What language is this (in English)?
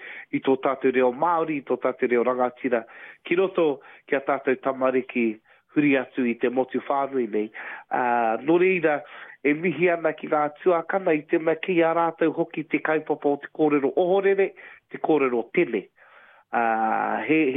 Māori